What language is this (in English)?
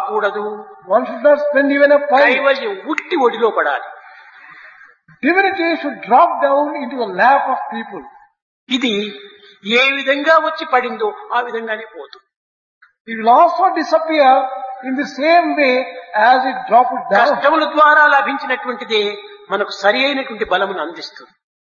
Telugu